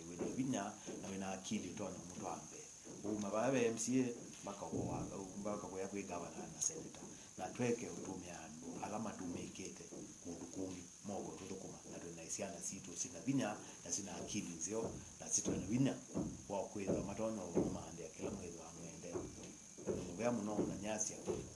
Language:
Kamba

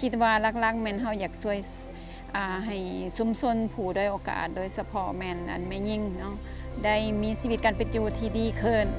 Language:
Lao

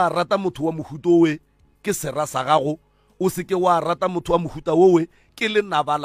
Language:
Northern Sotho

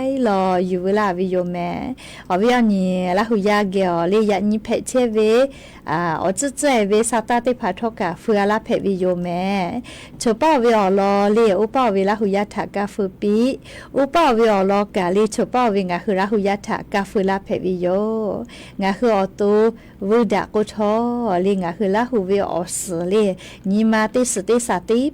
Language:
Lahu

